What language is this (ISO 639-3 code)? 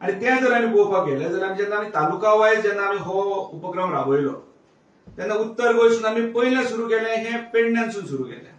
kok